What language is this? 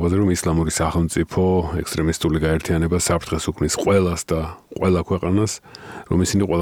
Georgian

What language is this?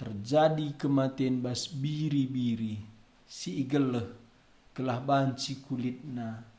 Batak Karo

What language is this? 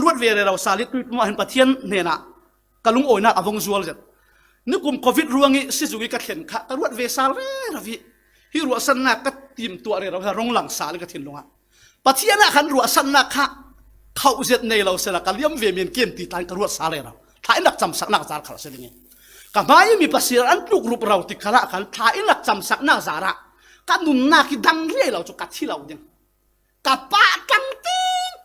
Falam Chin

